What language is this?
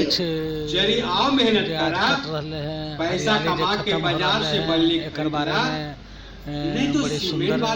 Magahi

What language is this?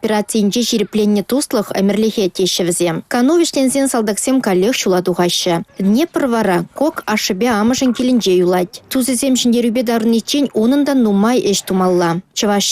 Chuvash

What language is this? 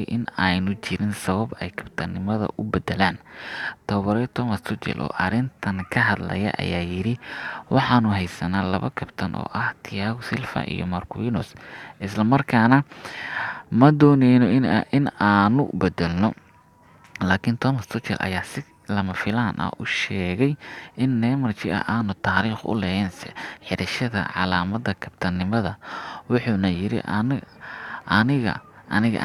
Somali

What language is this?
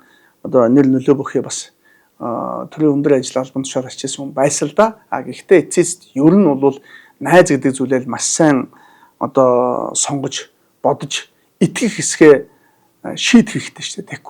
Mongolian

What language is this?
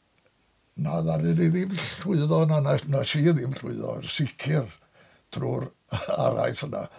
Welsh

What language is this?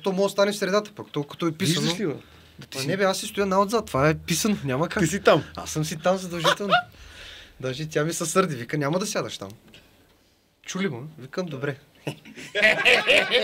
Bulgarian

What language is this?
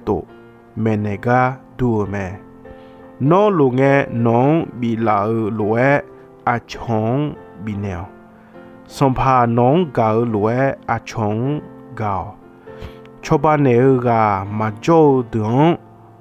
Akha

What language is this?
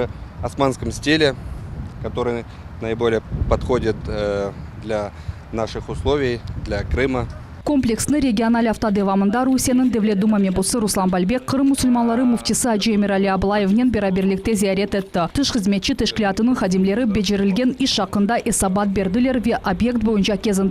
Crimean Tatar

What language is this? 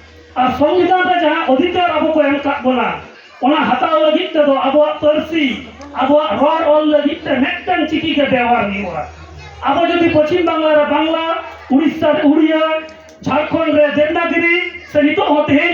Santali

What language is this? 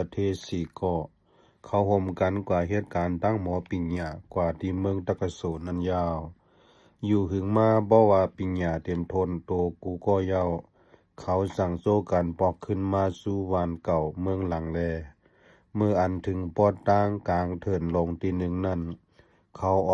Lao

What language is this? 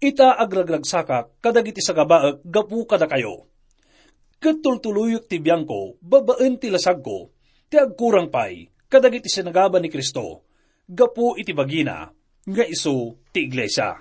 Iloko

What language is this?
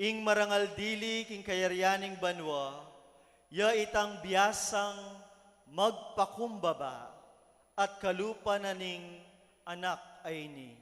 Pampanga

